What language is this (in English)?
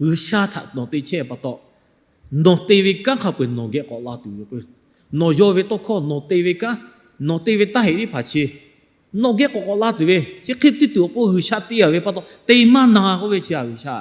Lahu